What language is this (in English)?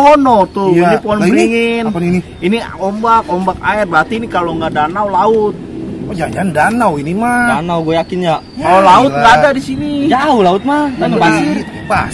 Betawi